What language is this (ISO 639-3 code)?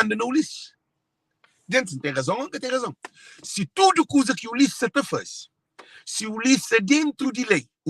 kea